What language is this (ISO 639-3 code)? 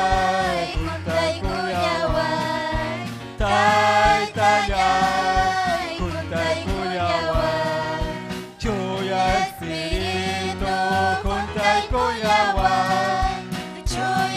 quy